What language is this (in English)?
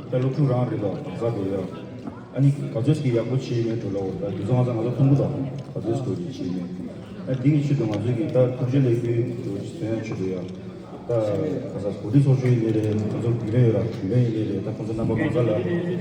Tibetan